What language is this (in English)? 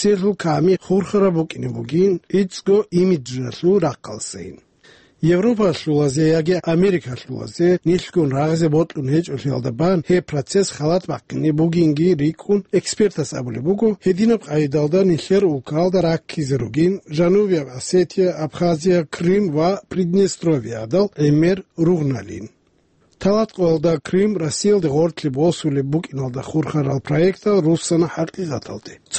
Avaric